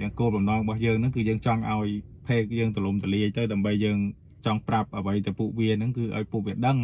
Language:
Khmer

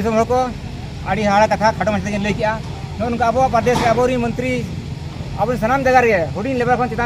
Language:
Santali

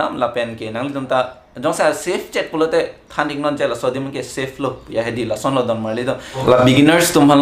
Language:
Karbi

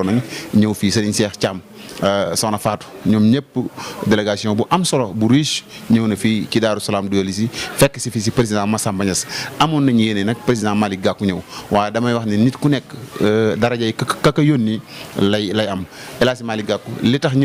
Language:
Wolof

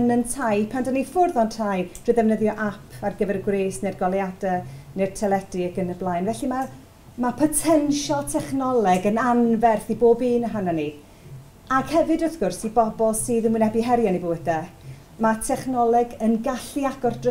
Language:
Welsh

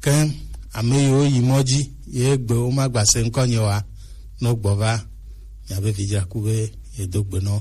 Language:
Gen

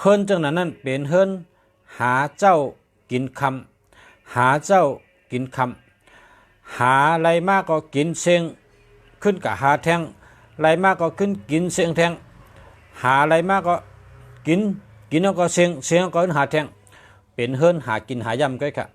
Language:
Shan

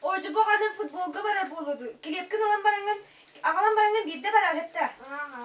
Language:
Yakut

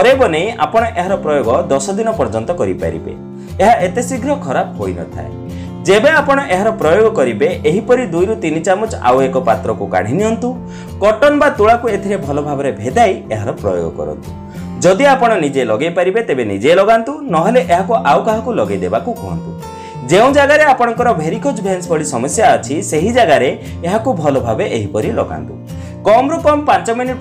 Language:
Odia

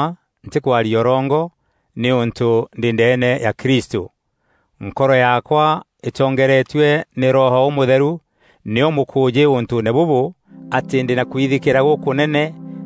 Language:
Meru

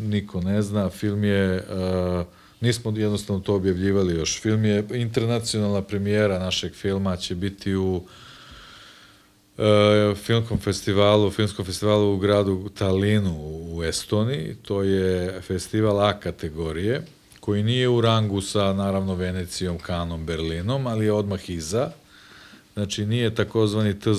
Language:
Serbian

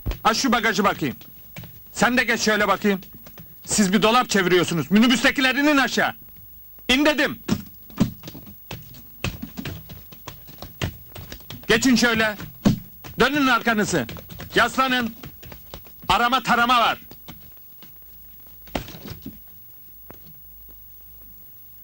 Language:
Turkish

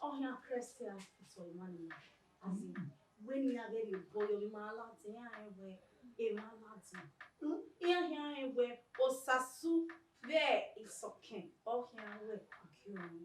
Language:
Bini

